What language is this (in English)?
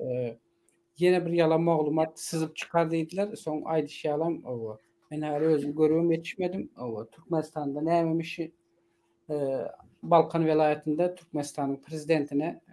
Turkmen